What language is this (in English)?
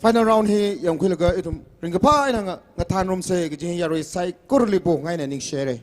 Tangkhul Naga (India)